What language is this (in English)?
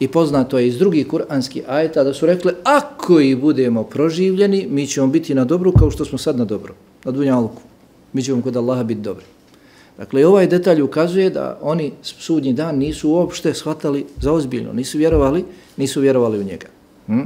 Bosnian